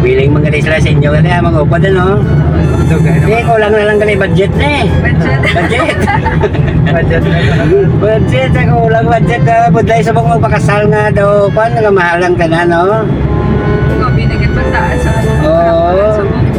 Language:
Hiligaynon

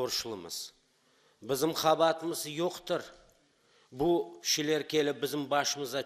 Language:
Crimean Tatar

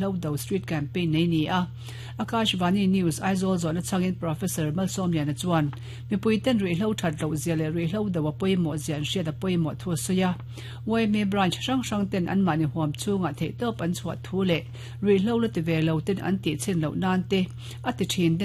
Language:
Mizo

